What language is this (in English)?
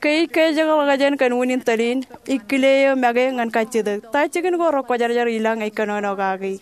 Marshallese